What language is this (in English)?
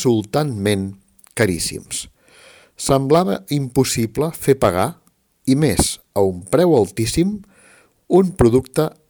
Catalan